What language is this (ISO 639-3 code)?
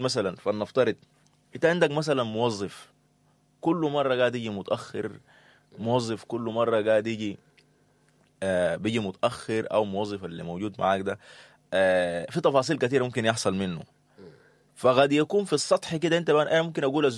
apd